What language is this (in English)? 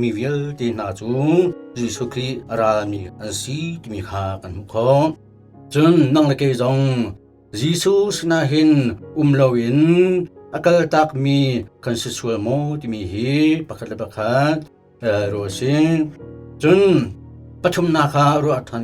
Hakha Chin